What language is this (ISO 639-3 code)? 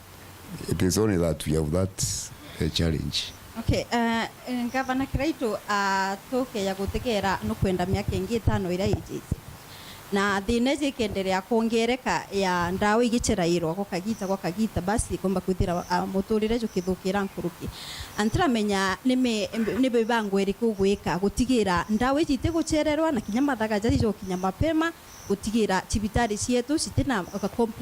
mer